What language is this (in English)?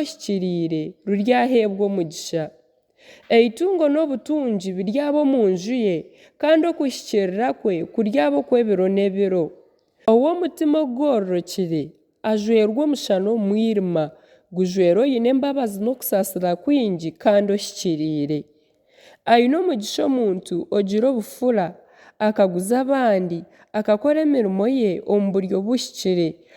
Nyankole